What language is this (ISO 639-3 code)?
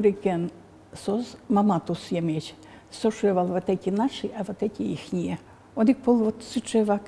udm